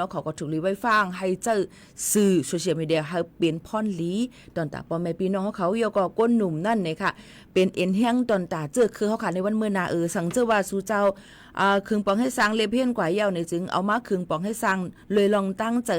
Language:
Shan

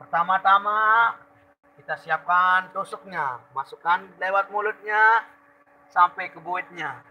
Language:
Sasak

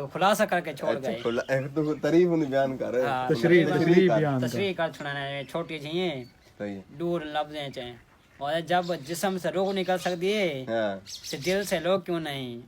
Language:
Saraiki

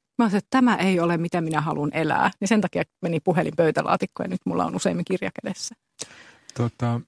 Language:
Finnish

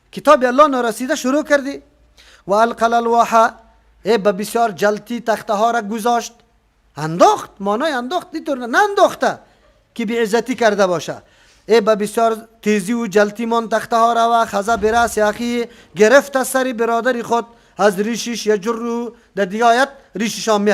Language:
Persian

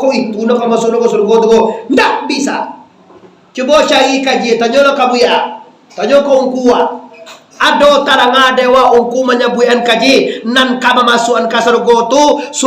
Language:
Minangkabau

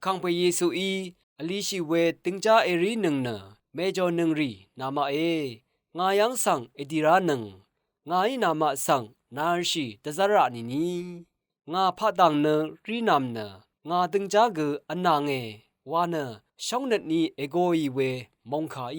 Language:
Rawang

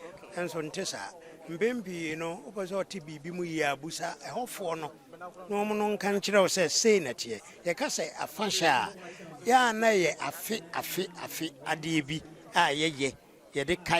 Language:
Akan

